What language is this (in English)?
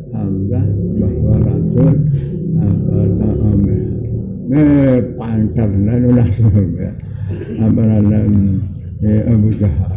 Sasak